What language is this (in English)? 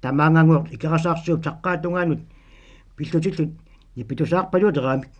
Kalaallisut